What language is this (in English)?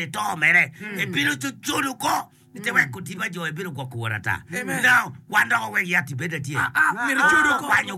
Acoli